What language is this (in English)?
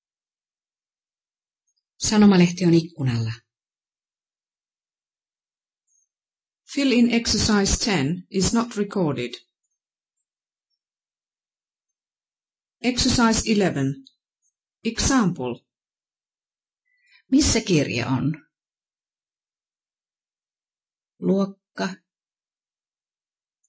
Finnish